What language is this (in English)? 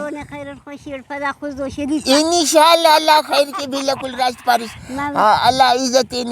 Brahui